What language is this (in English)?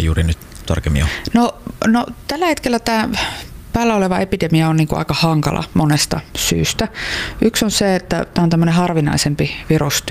Finnish